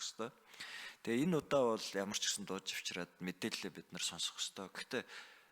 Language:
Mongolian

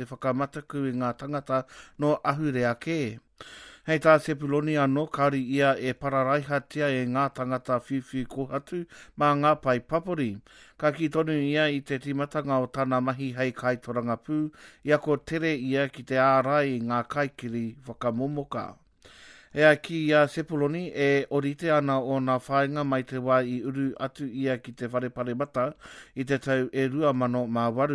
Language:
Māori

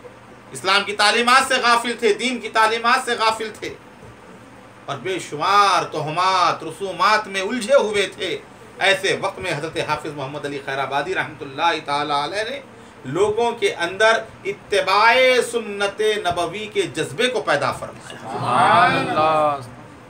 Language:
Urdu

